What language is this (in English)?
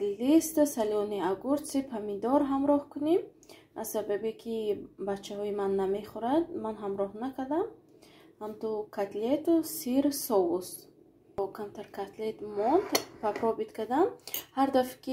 Tajik